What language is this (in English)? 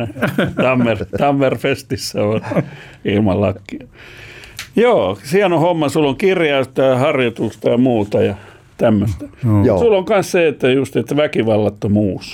Finnish